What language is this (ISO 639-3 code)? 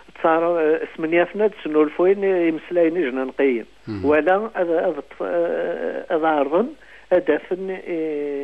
kab